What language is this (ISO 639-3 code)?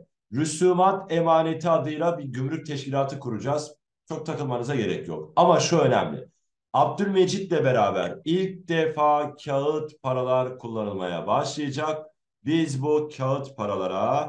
tur